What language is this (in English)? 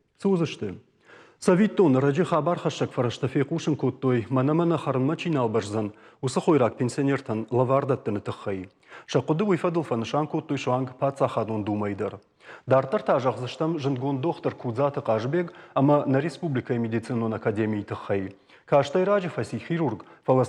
Ossetic